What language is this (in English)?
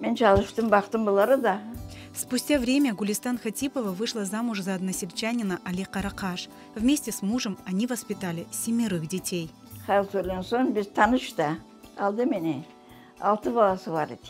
Crimean Tatar